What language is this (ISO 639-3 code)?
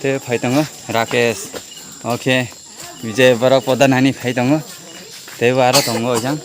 trp